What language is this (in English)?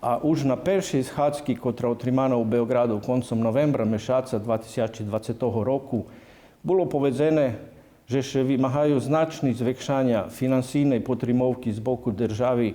Rusyn